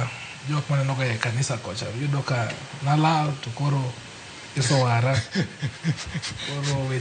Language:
Luo (Kenya and Tanzania)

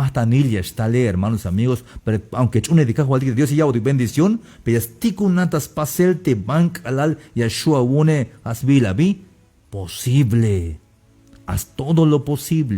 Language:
Tzeltal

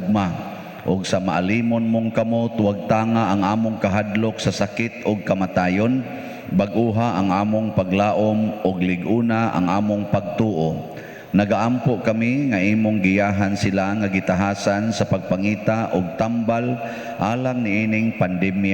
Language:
Cebuano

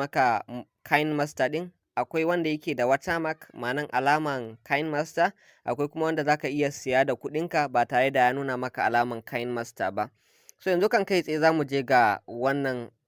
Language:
Hausa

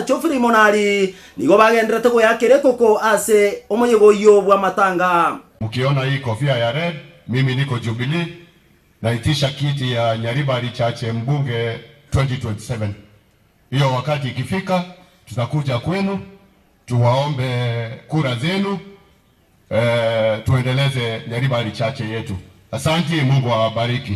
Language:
Gusii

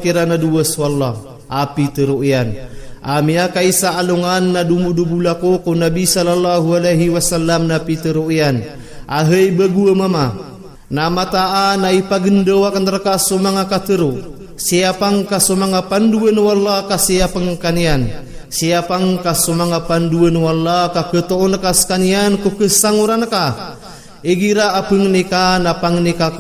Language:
Maranao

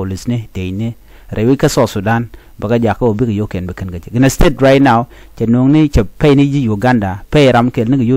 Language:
Nuer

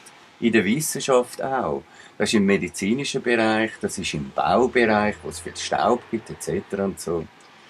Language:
Swiss German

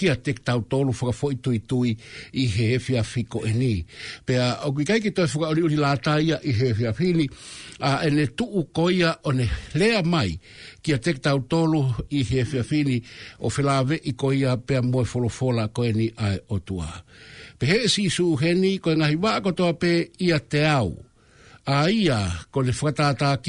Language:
Tongan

